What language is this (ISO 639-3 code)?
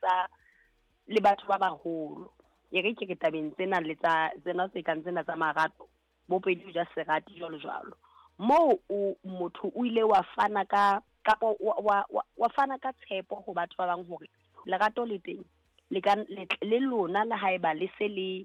sot